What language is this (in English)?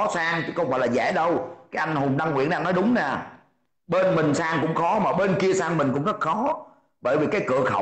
Vietnamese